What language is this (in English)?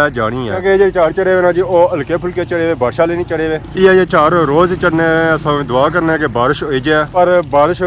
Pahari-Potwari